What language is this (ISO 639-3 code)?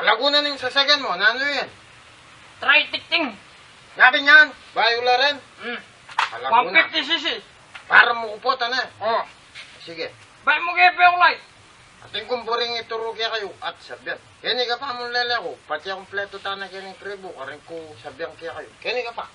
pam